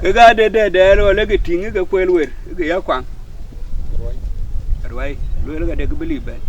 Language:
Dinka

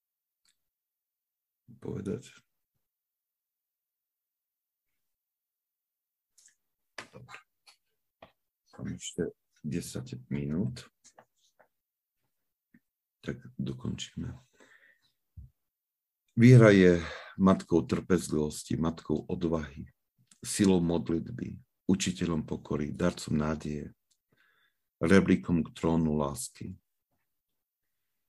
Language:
Slovak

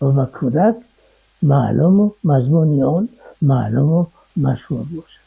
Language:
Tajik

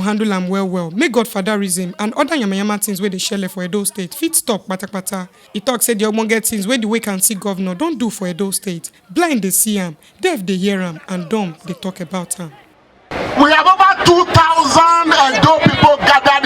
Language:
Nigerian Pidgin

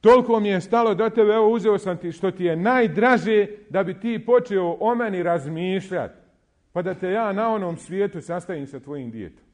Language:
Bosnian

